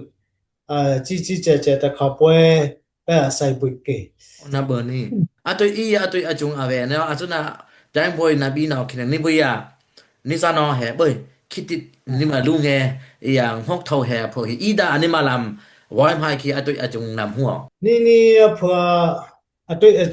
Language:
Dimasa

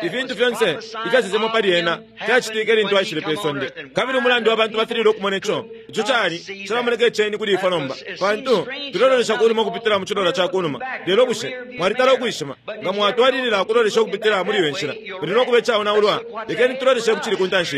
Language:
Bemba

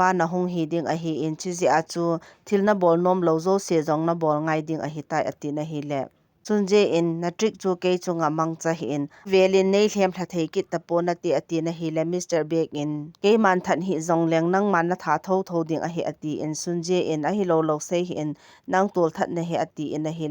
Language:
Thado Chin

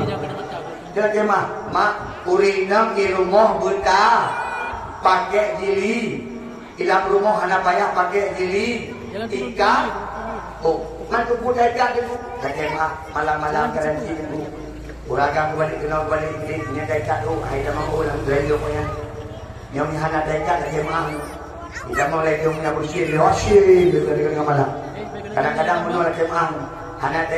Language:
Achinese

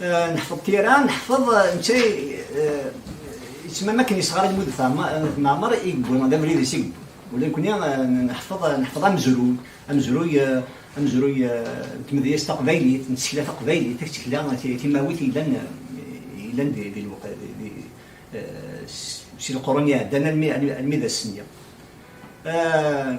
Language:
Kabyle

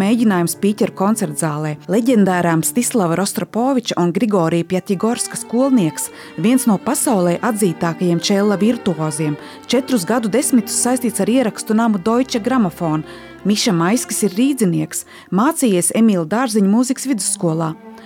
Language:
Latvian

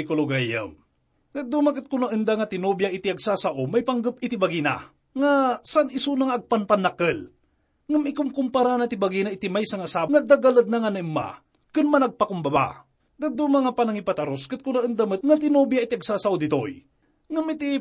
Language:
Iloko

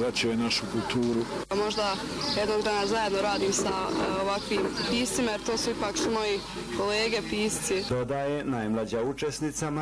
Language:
Bosnian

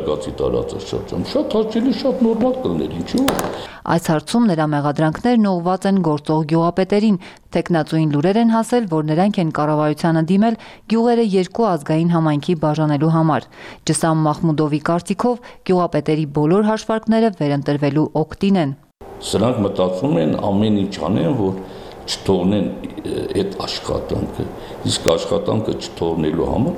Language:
Armenian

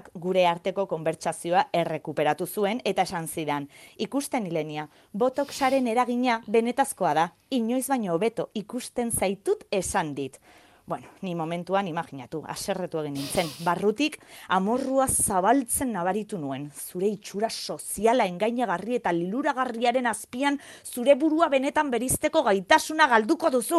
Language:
Basque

